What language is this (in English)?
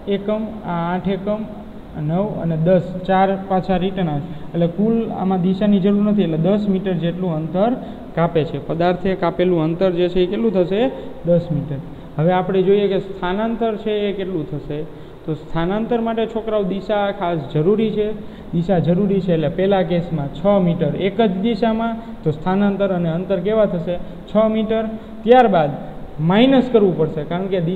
Gujarati